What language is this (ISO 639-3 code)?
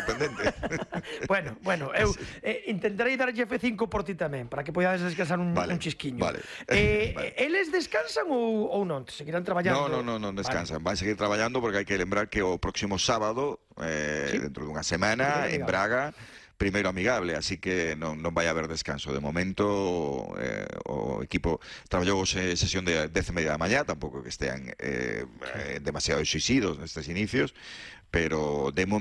glg